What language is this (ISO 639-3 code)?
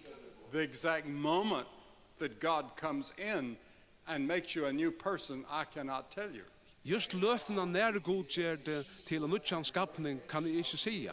fao